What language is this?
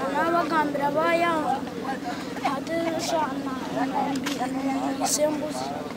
Nyankole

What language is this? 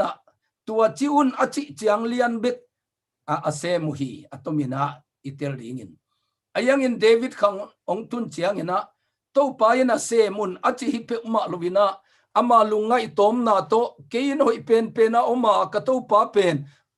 Tedim Chin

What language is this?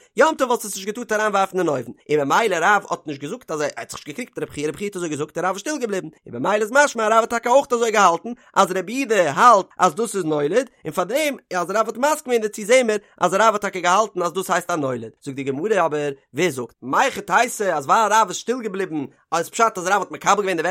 Yiddish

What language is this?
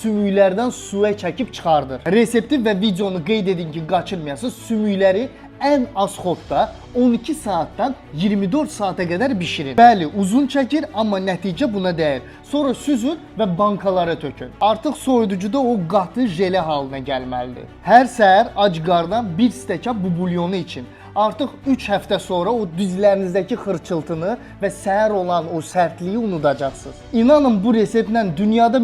Azerbaijani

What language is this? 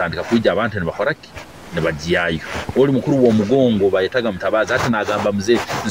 Nyoro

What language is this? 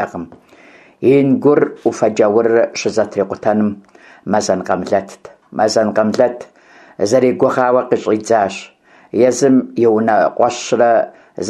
Kabardian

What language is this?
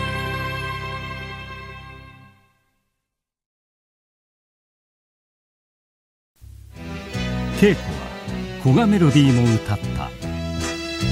Japanese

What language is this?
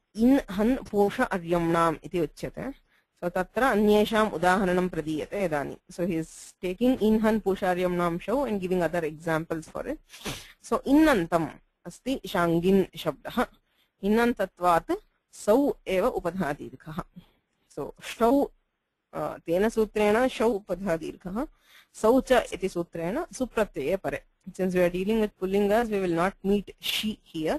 Sanskrit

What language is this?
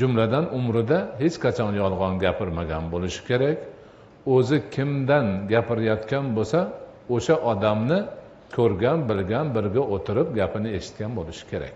Uzbek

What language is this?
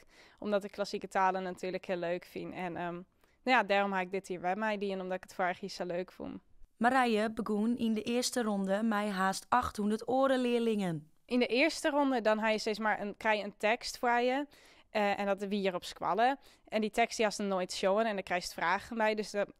Western Frisian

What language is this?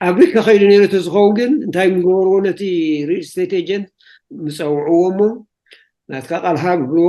Tigrinya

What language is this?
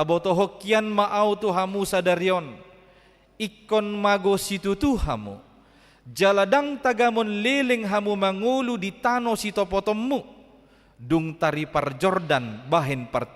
Batak Toba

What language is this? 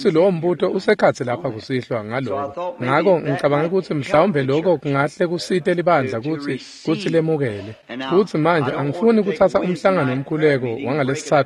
Swati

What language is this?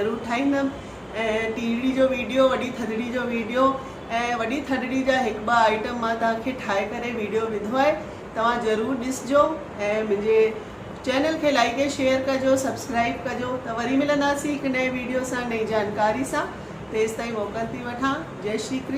Sindhi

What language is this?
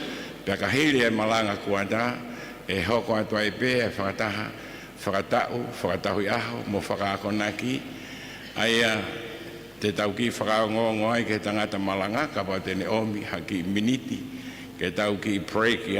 Tongan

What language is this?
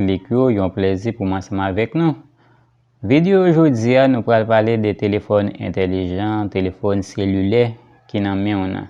Haitian Creole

